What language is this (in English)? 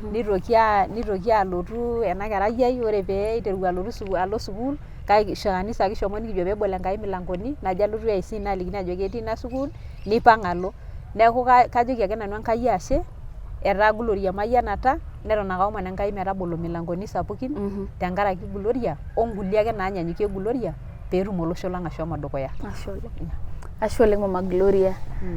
Masai